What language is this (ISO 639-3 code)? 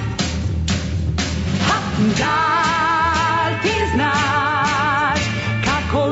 srp